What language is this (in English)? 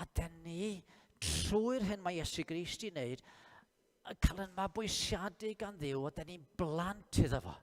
Welsh